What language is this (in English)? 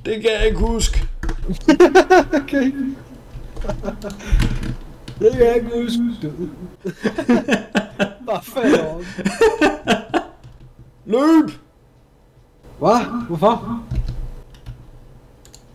Danish